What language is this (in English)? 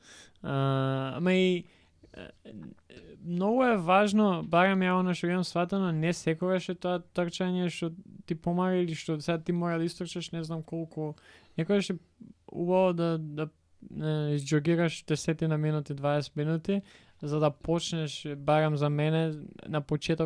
Macedonian